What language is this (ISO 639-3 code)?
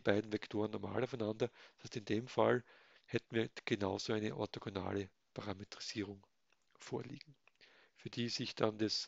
deu